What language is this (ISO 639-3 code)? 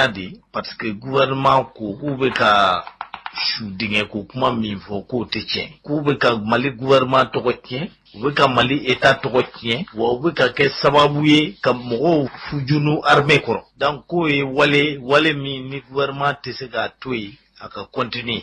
bam